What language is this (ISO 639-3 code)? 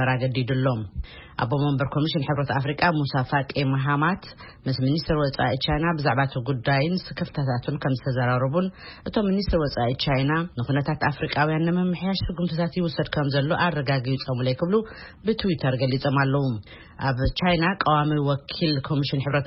tir